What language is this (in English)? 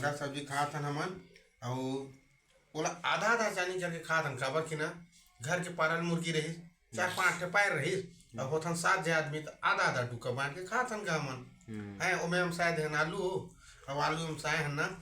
Chhattisgarhi